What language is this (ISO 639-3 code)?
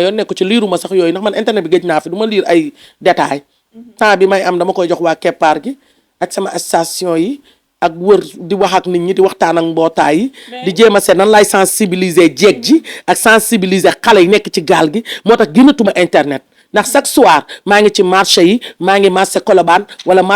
wol